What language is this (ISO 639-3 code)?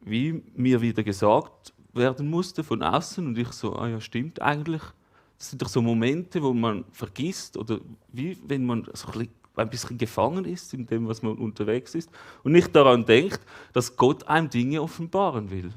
gsw